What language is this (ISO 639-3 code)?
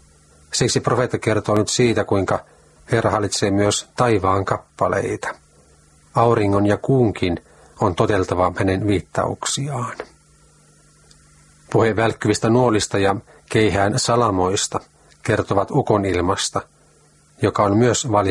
fin